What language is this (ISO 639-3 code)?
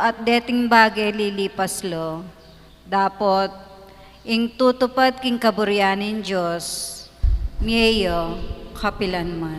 pam